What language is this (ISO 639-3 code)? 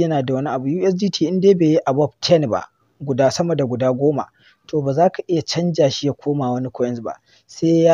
hau